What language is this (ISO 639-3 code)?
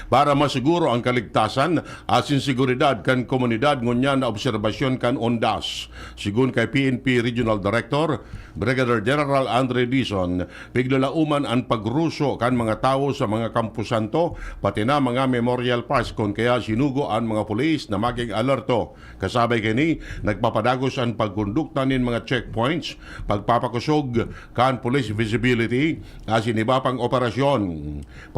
bik